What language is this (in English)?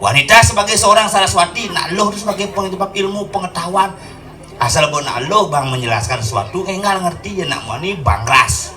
Balinese